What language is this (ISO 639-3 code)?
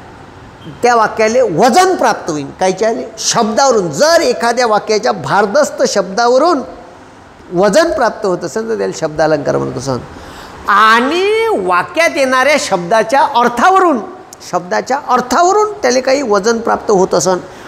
mar